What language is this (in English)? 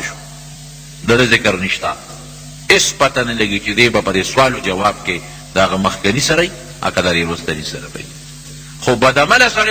Pashto